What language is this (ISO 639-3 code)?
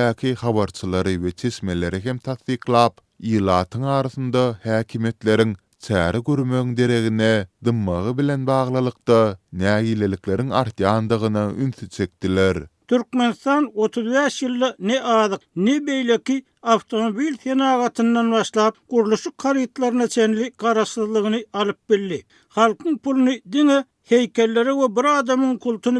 tuk